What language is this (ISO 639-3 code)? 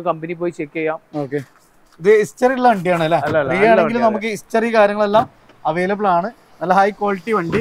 mal